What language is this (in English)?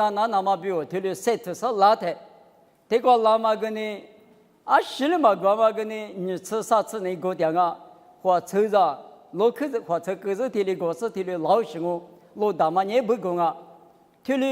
Lisu